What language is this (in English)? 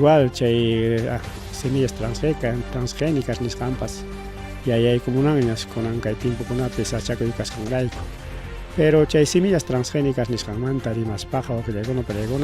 Ayacucho Quechua